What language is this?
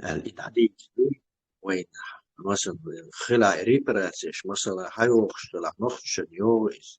Chechen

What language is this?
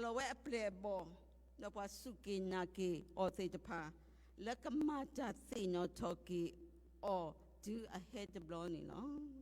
S'gaw Karen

